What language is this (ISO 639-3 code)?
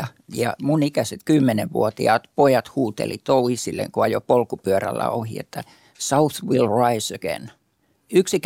fin